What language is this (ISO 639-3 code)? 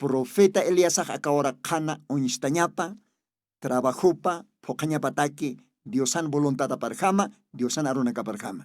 aym